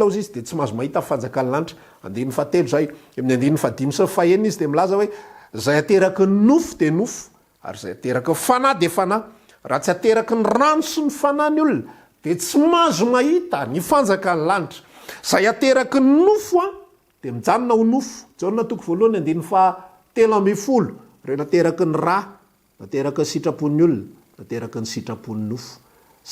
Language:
Malagasy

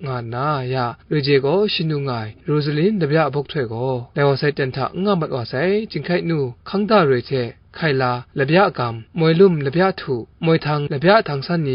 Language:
Kachin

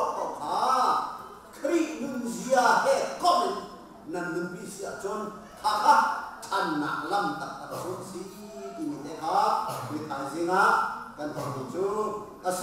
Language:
Hakha Chin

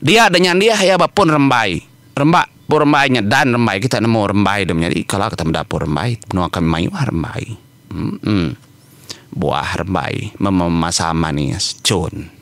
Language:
Iban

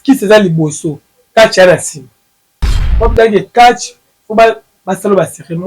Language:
Lingala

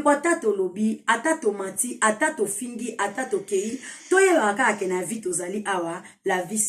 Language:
Lingala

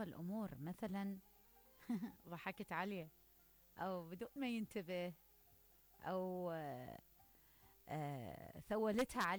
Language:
Mesopotamian Arabic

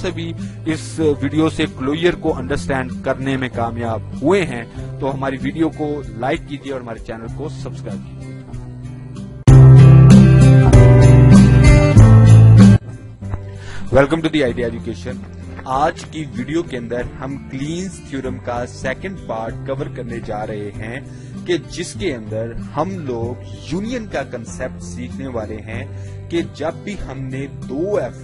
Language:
Urdu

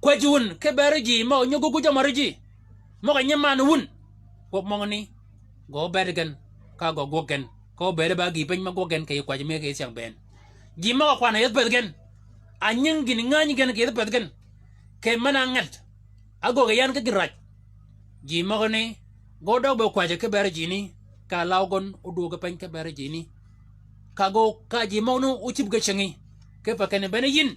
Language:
Shilluk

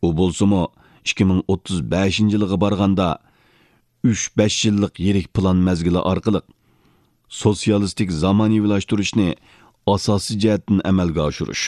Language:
Uyghur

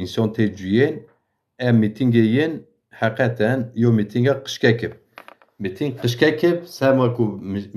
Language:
Zaza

